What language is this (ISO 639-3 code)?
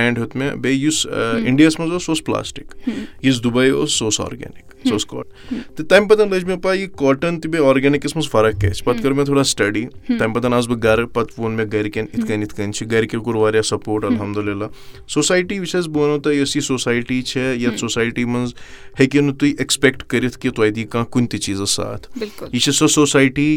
kas